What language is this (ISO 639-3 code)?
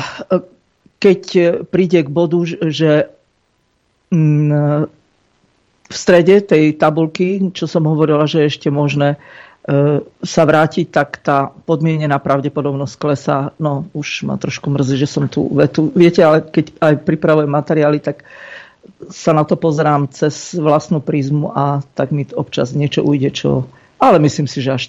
slk